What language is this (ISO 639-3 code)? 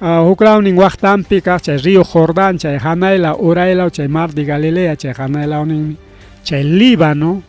quy